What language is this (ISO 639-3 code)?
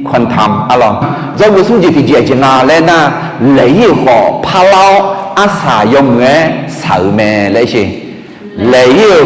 ahk